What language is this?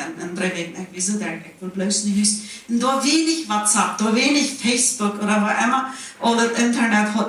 Plautdietsch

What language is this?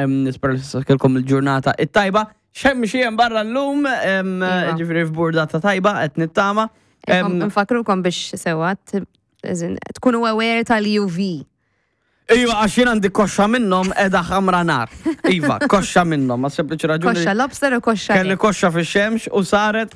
Maltese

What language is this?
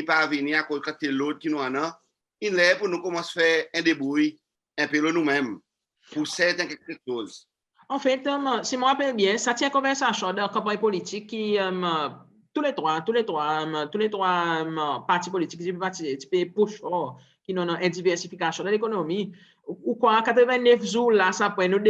Seselwa Creole French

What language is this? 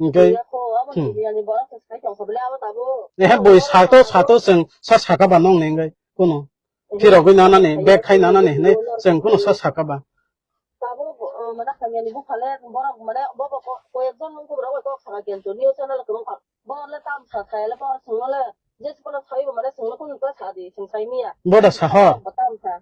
Kok Borok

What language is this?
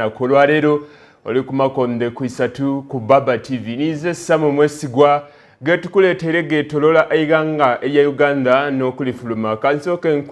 Soga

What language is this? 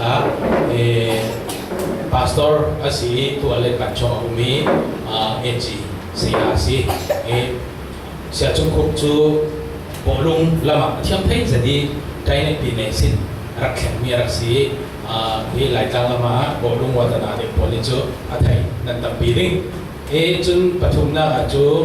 Falam Chin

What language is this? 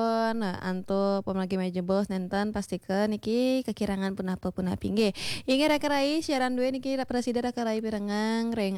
Balinese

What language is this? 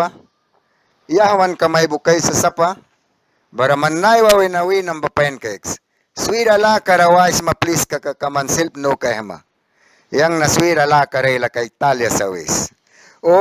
Mískito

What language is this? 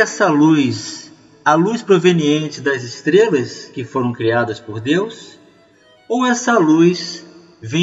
Portuguese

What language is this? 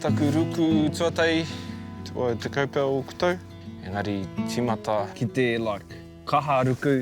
Māori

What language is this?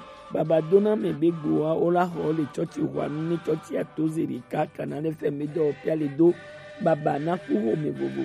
Gen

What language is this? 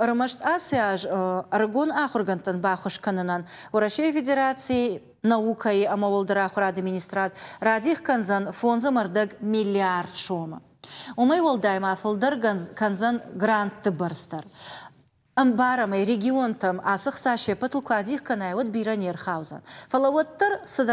Ossetic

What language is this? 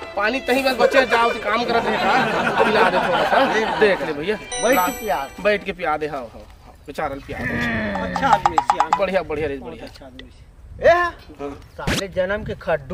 Chhattisgarhi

